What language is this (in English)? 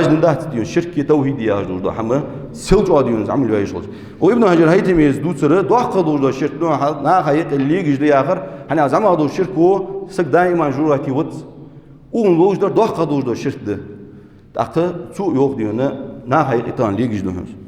Ingush